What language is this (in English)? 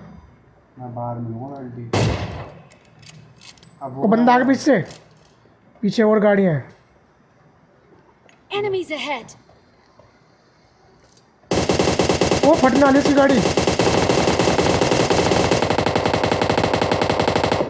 Hindi